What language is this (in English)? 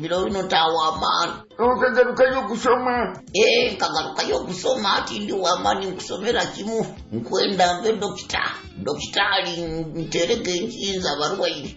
Nyoro